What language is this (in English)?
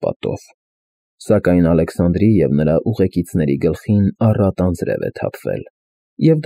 Armenian